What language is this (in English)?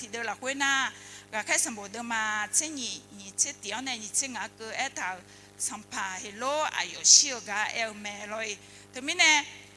Akha